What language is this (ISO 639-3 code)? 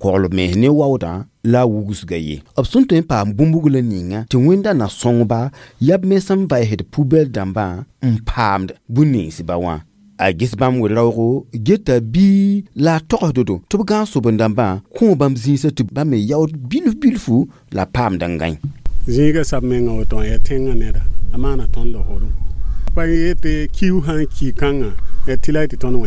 mos